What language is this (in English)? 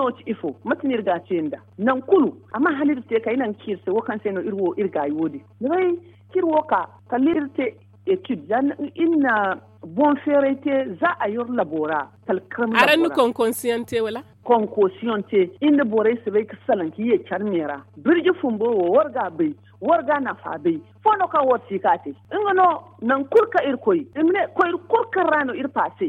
Zarma